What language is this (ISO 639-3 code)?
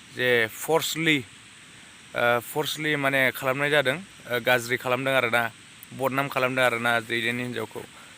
brx